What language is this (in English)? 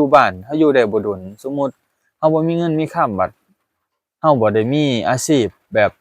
Lao